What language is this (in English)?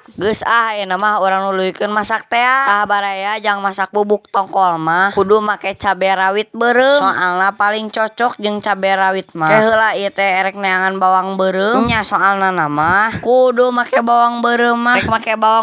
Sundanese